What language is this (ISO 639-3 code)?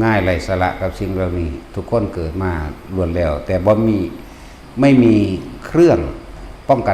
tts